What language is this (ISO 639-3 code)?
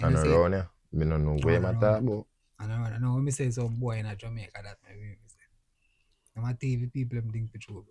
jam